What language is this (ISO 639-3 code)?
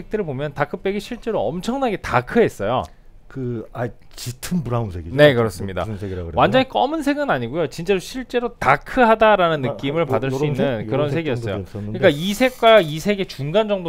kor